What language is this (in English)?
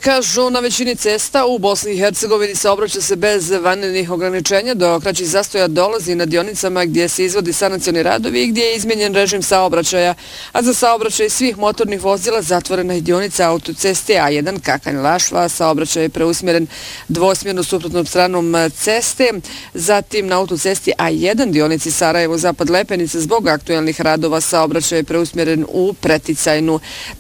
Bosnian